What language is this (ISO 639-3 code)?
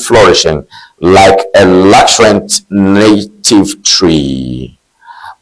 ewe